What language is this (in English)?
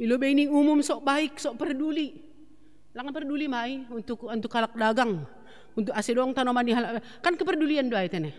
Batak Simalungun